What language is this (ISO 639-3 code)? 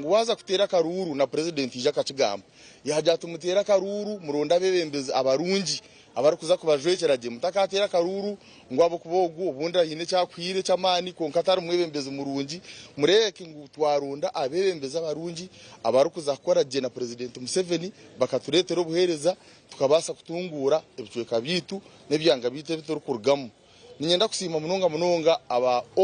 nyn